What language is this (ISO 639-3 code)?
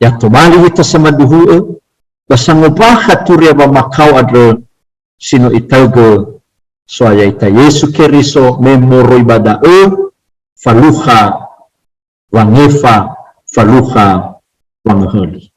nia